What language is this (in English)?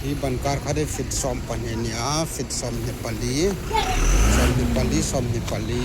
Hmar